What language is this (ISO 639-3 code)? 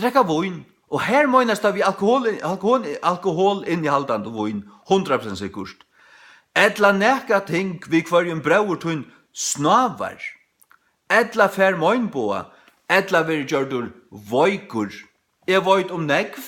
fao